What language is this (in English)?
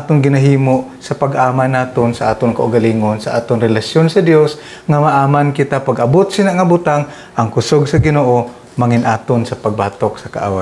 Hiligaynon